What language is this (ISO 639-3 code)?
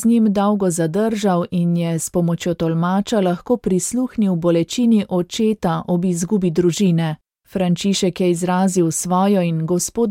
slv